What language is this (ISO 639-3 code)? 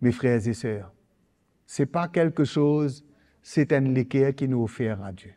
mfe